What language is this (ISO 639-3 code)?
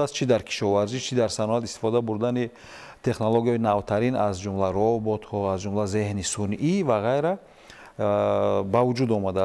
tgk